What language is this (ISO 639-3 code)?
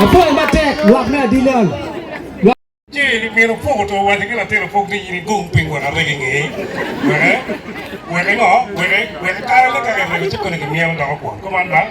ach